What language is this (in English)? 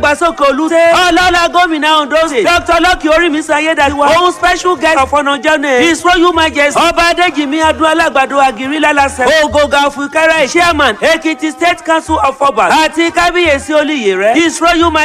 Yoruba